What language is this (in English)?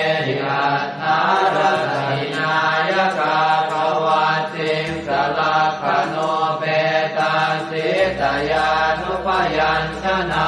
Pali